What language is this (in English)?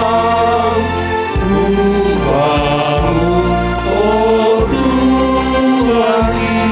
Batak Simalungun